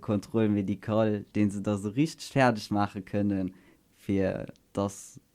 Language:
Luxembourgish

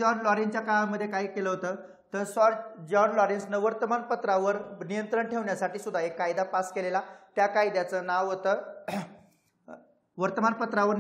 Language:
Marathi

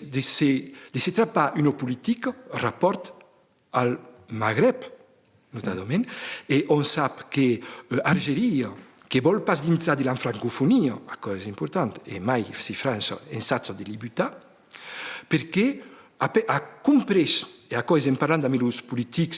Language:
Occitan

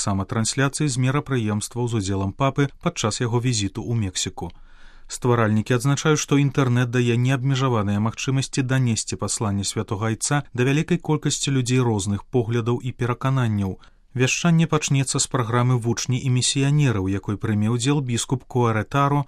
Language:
Belarusian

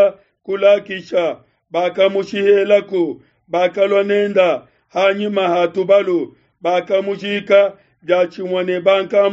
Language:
Luba-Lulua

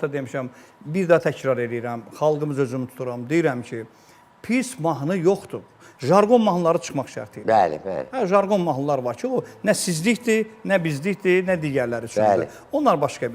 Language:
Azerbaijani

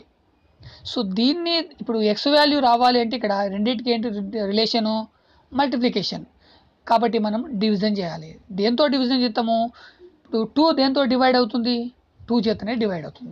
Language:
Telugu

